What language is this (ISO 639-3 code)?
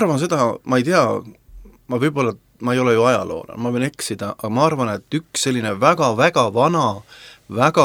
est